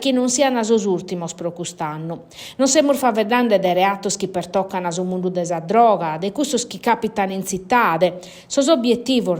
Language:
Sardinian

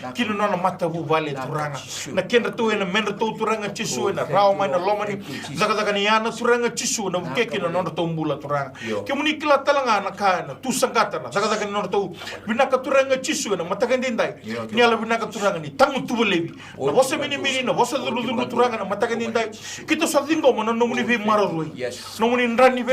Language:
Fijian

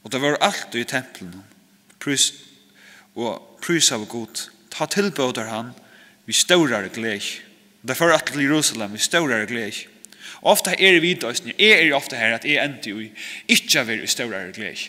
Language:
Faroese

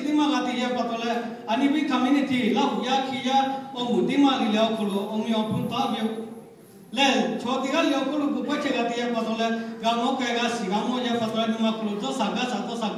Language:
Lahu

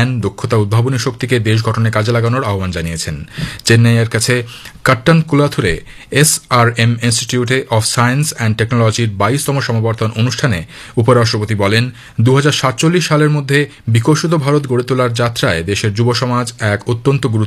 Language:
Bangla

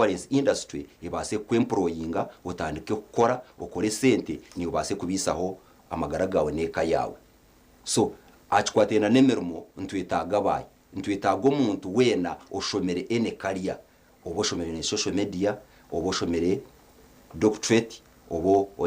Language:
Nyankole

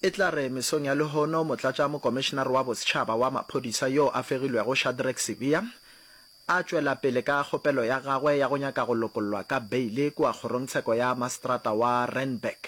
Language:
Northern Sotho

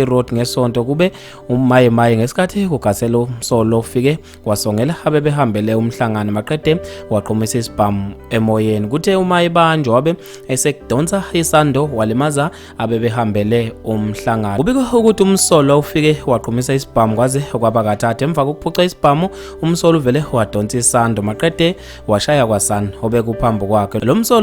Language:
Zulu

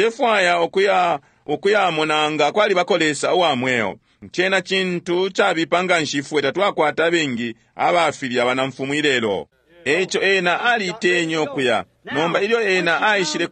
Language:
Bemba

